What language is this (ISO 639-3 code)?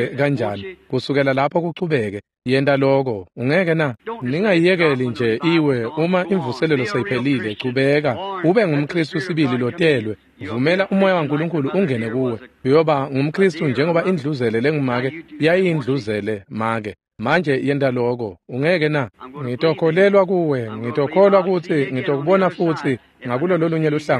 ssw